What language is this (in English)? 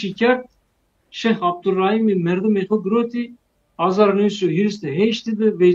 Zaza